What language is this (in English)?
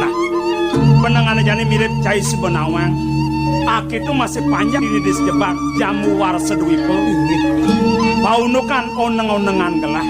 Balinese